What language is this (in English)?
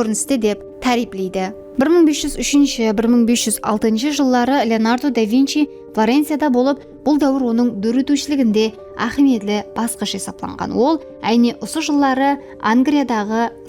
Kara-Kalpak